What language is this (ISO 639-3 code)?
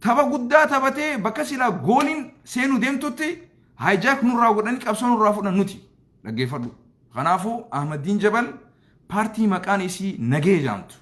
orm